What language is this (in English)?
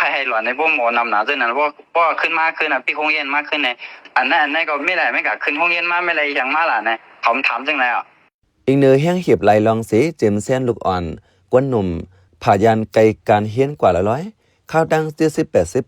Shan